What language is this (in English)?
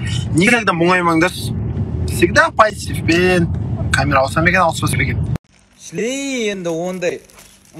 Kazakh